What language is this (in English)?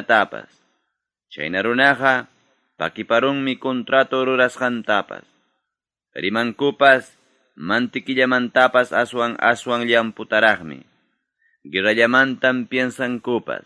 Ayacucho Quechua